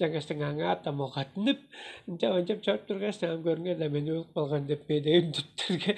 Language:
Tuvinian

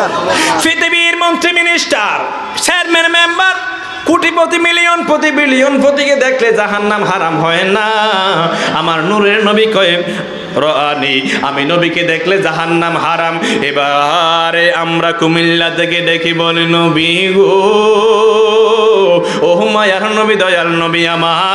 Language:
Bangla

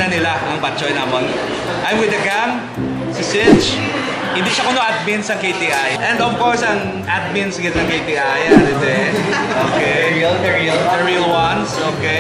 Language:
Hiligaynon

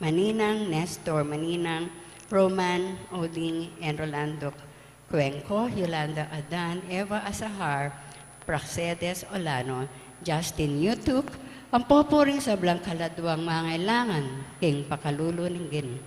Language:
Pampanga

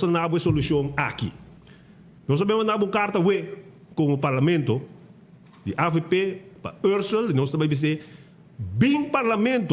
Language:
Papiamento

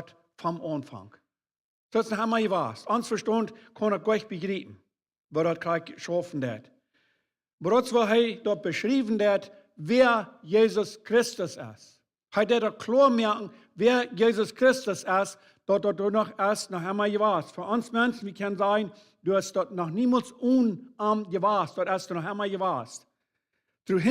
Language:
Plautdietsch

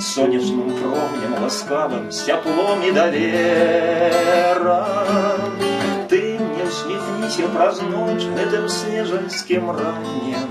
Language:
Belarusian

